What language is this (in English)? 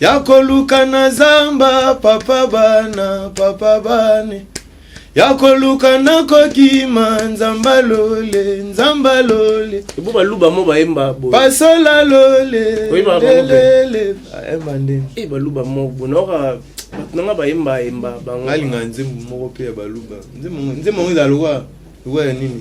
Lingala